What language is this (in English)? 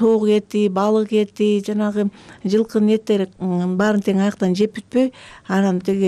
Kyrgyz